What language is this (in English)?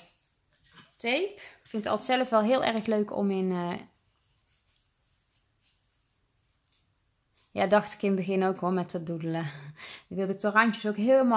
Dutch